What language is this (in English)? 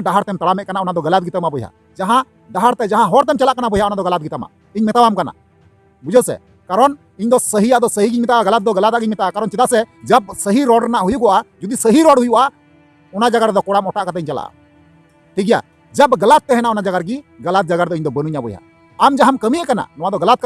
Santali